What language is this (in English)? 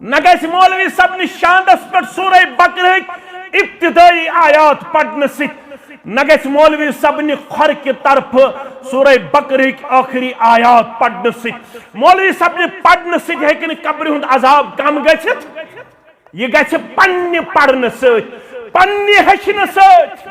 Kashmiri